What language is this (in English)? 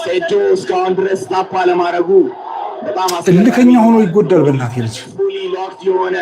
Amharic